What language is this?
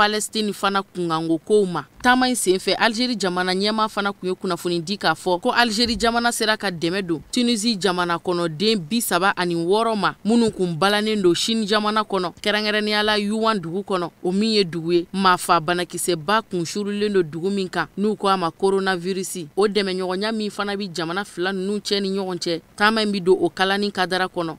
Bambara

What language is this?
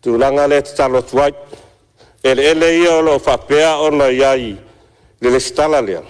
Samoan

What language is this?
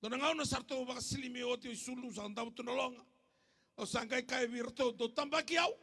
Fijian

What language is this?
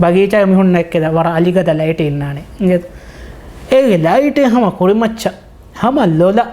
Divehi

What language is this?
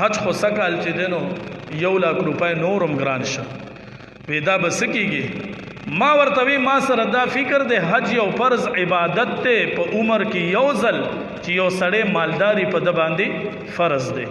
Pashto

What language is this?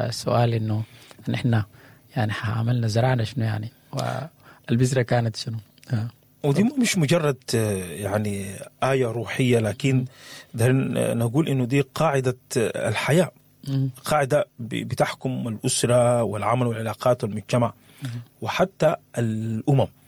Sudanese Arabic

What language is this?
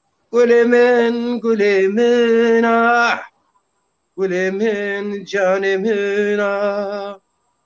Zaza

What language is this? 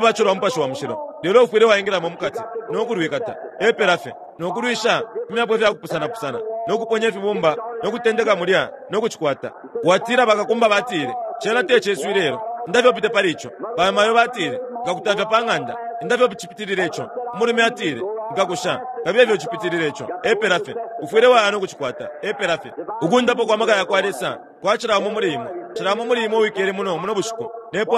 Bemba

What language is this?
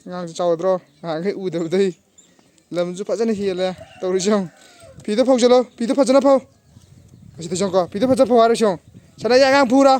Manipuri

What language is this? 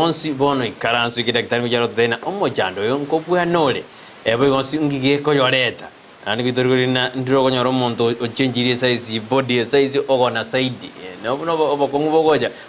Gusii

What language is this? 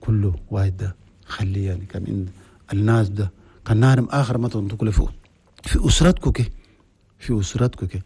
Chadian Arabic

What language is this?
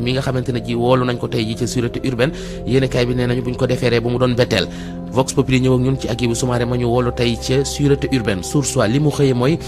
Wolof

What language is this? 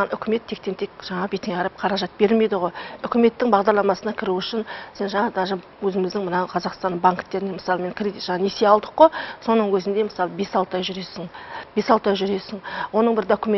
Kazakh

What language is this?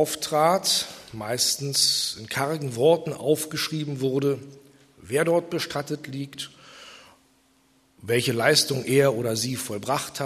German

